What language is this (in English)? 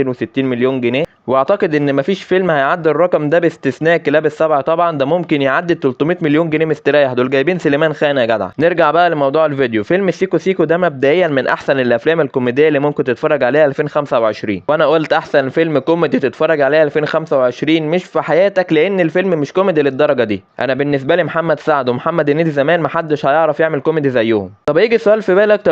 Egyptian Arabic